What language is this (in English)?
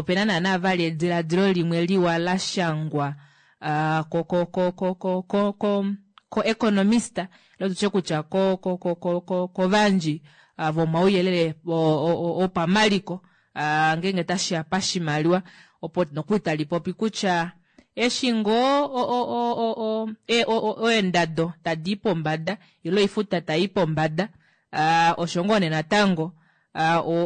Kuanyama